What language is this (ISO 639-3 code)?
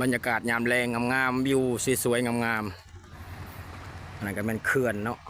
lao